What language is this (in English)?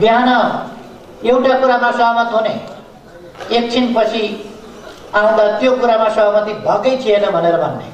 Nepali